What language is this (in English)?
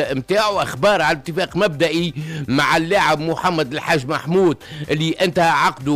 Tunisian Arabic